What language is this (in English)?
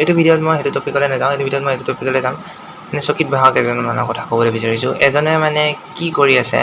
Assamese